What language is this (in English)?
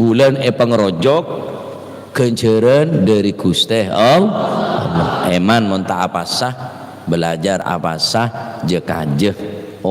Madurese